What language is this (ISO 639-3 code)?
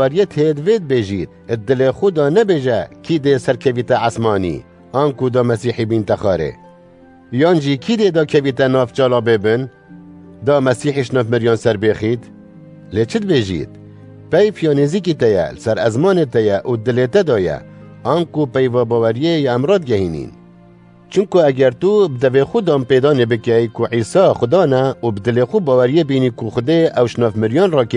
kur